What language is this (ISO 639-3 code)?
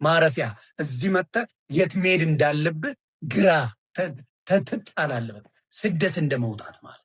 amh